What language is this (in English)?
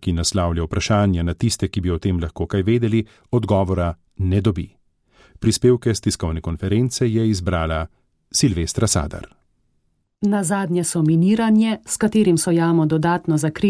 Slovenian